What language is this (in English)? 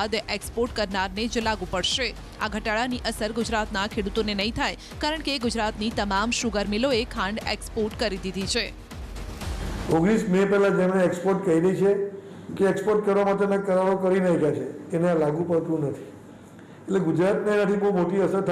Gujarati